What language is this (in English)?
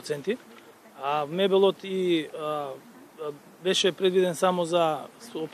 Macedonian